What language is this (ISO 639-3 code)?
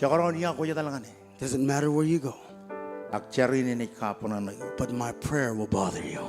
mah